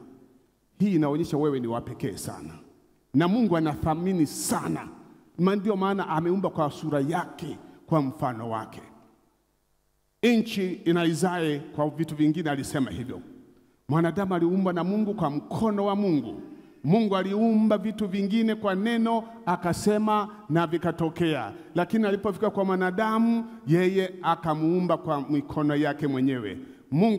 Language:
Swahili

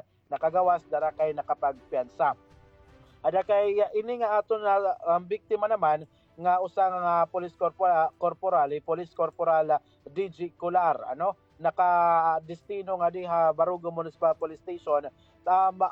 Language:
Waray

